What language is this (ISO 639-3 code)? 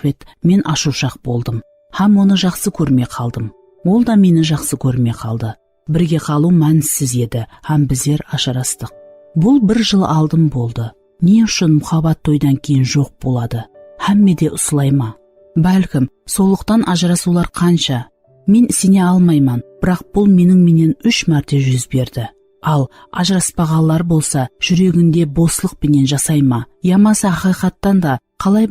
kaa